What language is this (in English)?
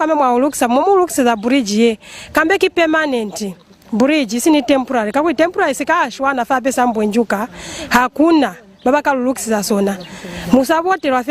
Lozi